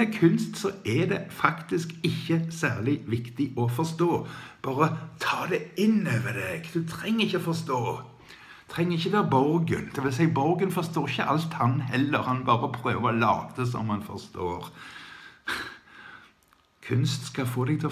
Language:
Norwegian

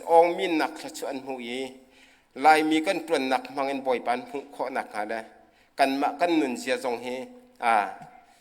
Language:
Hakha Chin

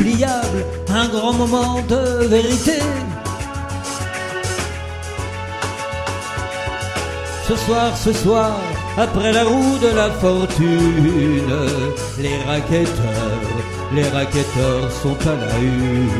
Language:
French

